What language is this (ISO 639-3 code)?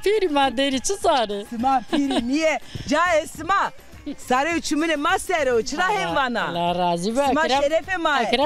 zza